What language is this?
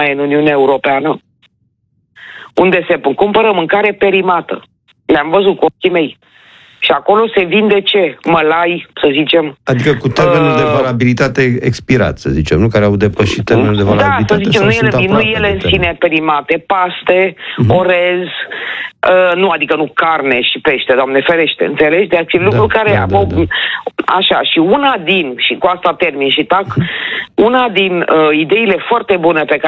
Romanian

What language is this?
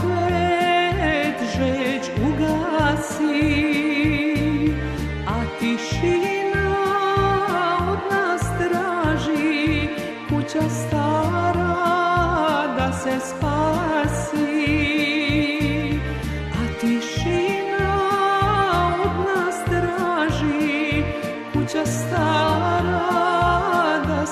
Serbian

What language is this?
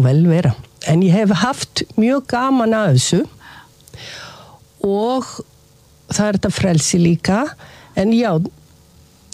Icelandic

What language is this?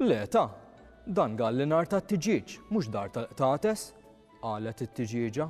Maltese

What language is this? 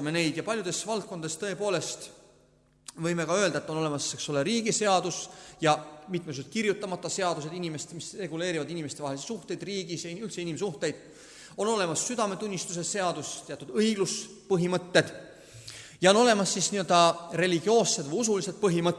Estonian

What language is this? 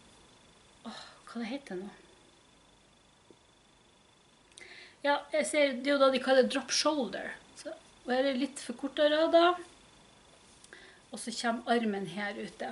Norwegian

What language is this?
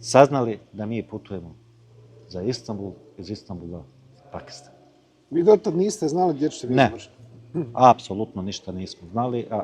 Bosnian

